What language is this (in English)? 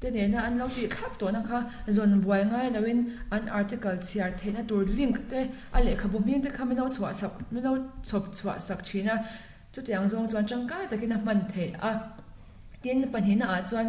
Mizo